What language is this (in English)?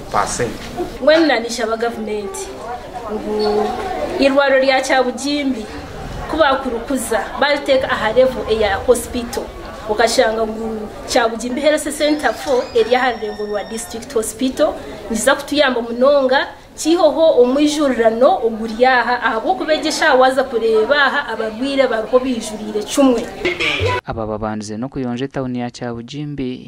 Nyankole